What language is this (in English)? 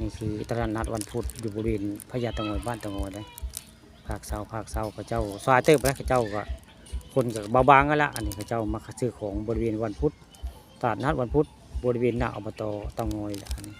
Northeastern Thai